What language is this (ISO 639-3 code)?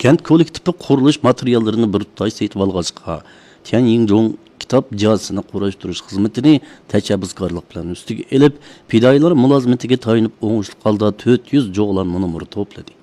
uig